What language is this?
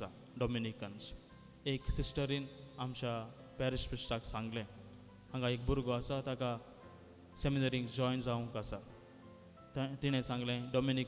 Konkani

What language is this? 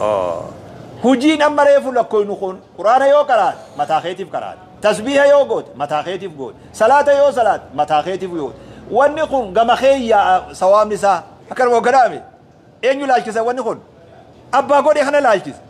Oromo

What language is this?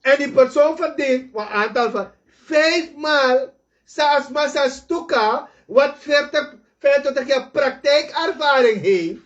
Sranan Tongo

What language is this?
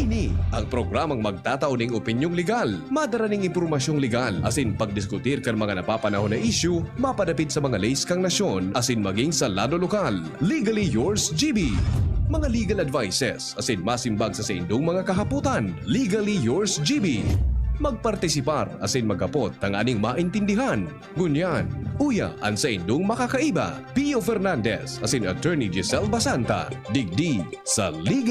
Bikol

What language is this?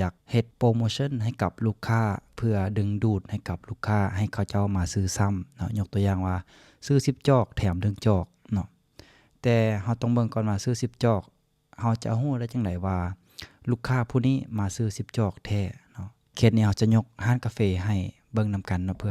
Lao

